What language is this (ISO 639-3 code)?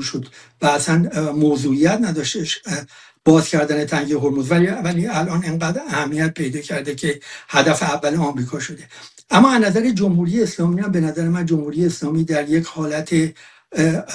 fas